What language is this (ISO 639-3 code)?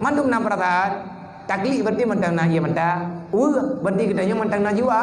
ace